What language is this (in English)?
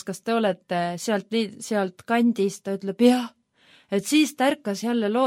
Estonian